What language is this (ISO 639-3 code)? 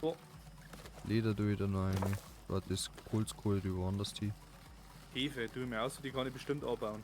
bar